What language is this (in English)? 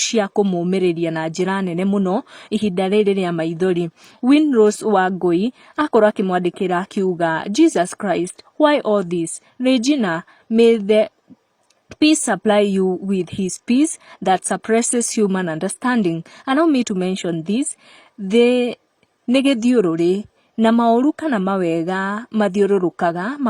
Kikuyu